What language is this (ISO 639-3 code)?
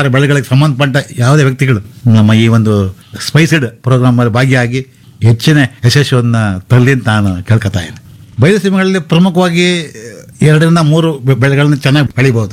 kan